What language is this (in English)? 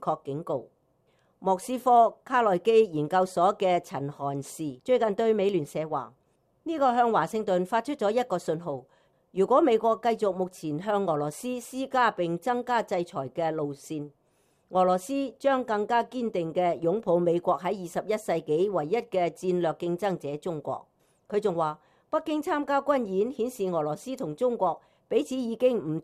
Cantonese